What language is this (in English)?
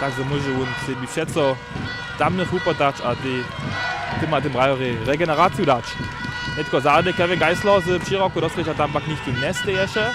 Upper Sorbian